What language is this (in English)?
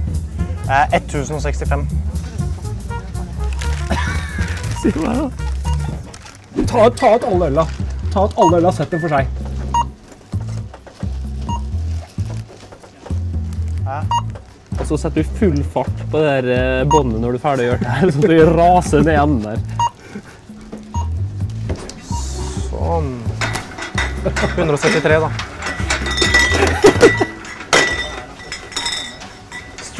Norwegian